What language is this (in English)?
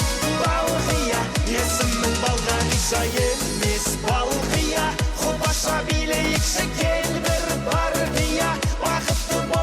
Kara-Kalpak